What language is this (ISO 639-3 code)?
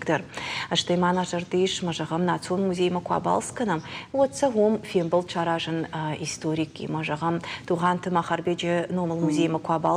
oss